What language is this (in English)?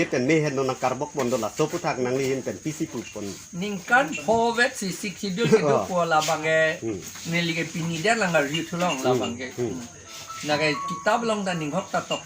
Karbi